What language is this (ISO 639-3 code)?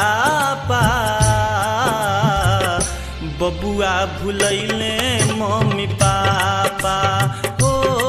bho